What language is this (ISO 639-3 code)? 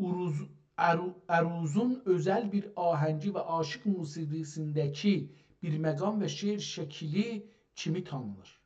azb